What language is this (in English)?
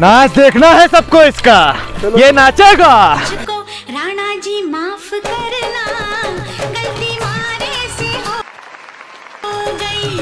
Rajasthani